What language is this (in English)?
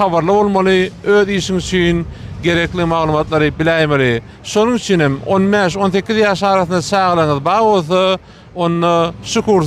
Turkmen